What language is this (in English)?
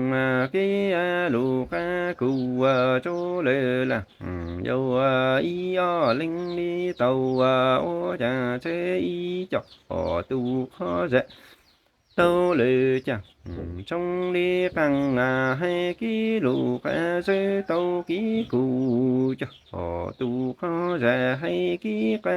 Hmong